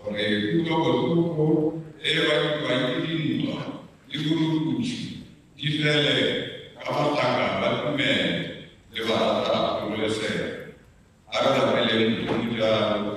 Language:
Tswana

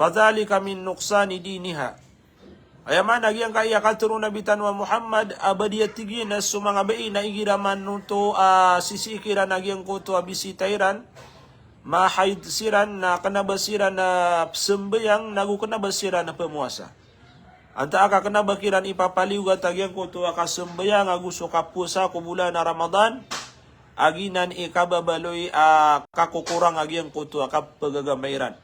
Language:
Maranao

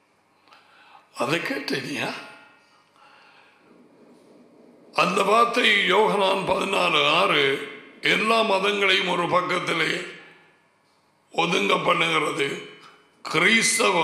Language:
Tamil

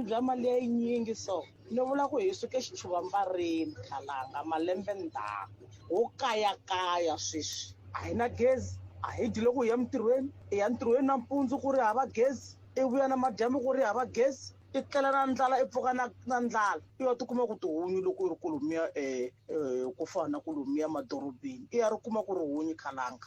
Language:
Tsonga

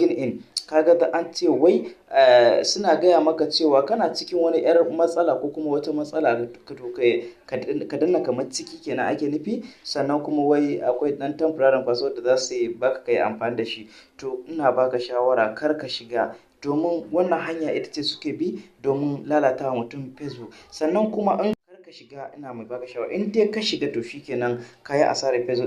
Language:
Hausa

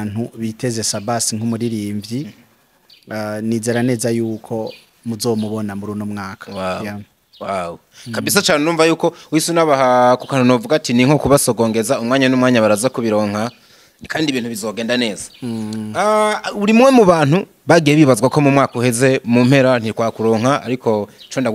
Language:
Rundi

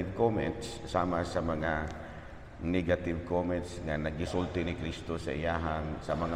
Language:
Cebuano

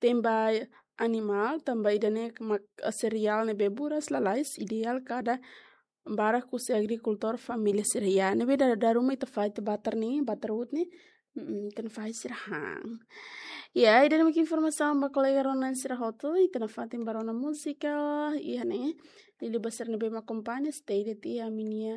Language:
Tetum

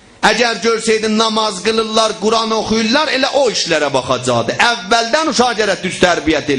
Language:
South Azerbaijani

